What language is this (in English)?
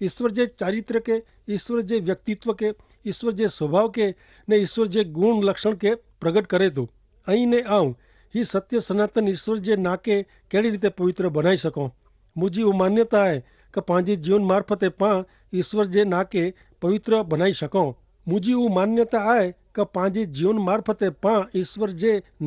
Kachhi